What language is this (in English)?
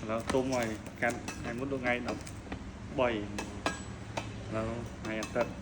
Khmer